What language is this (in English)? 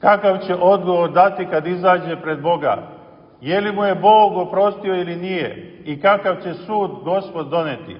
Serbian